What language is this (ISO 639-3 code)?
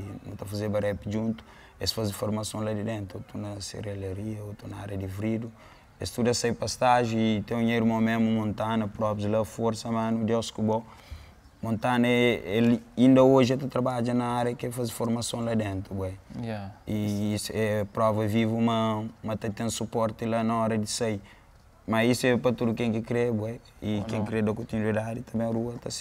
kea